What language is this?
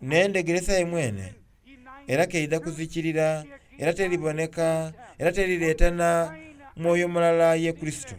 Soga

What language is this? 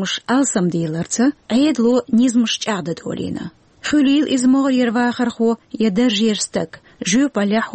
Chechen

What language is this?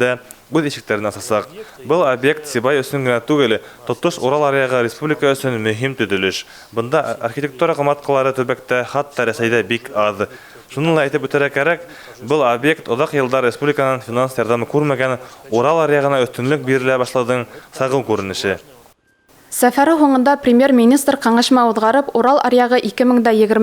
Bashkir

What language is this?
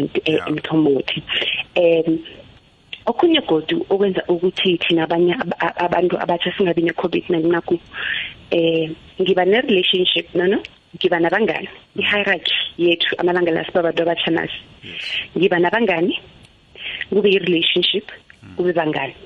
South Ndebele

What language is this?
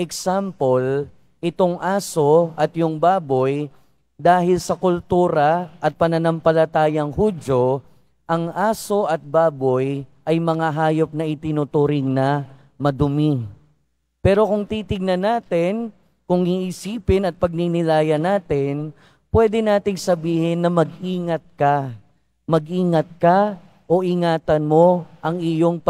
Filipino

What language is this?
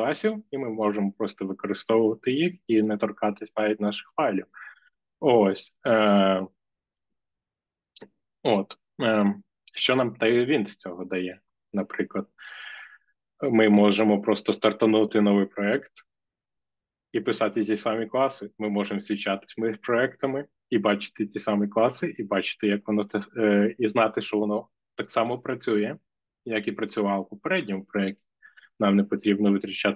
Ukrainian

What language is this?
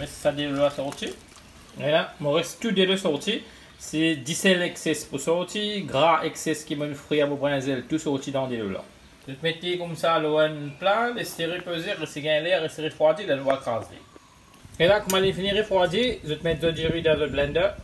Morisyen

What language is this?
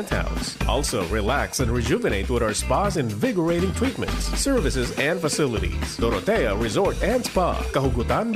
Bikol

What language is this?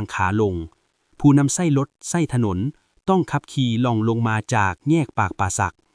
Lao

